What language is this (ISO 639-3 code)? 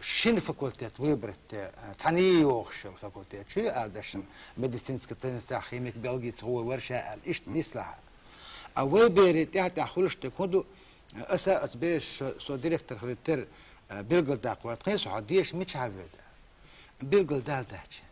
che